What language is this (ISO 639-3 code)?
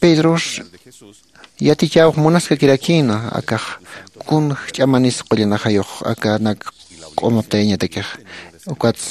aym